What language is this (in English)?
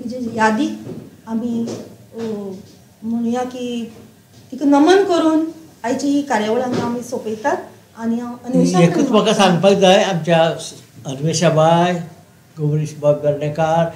Konkani